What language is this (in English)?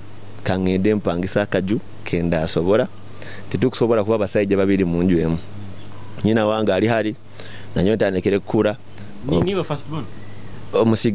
Nyoro